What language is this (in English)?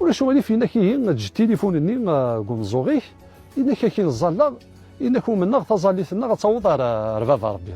Kabyle